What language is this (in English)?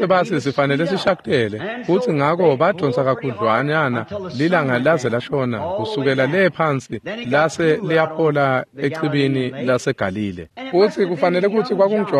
Swati